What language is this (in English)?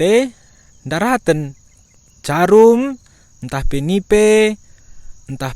Batak Karo